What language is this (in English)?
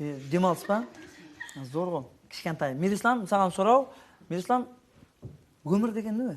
Kara-Kalpak